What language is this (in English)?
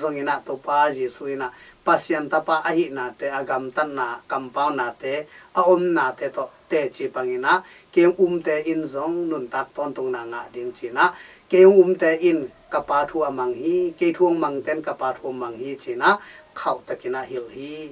Tedim Chin